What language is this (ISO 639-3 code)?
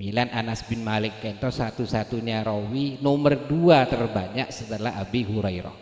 mad